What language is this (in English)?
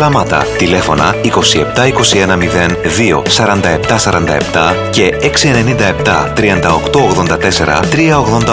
Greek